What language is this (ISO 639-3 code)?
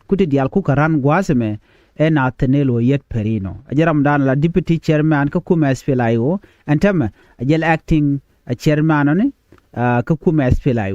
nus